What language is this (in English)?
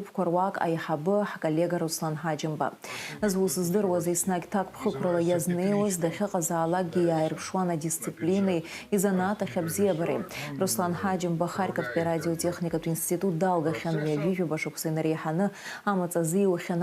Abkhazian